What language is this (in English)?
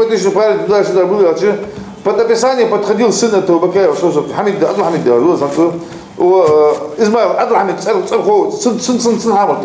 Ingush